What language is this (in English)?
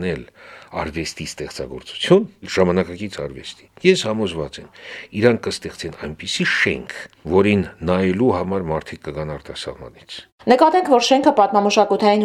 Armenian